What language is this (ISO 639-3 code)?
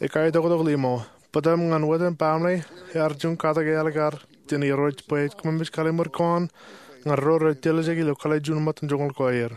mah